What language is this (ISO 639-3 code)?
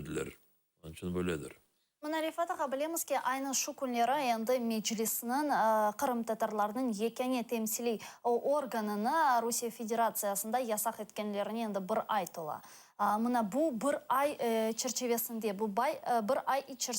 crh